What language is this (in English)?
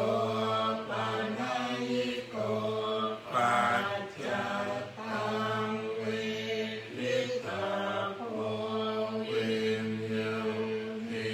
Pali